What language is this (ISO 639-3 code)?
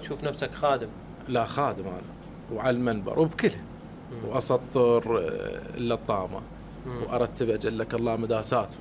acm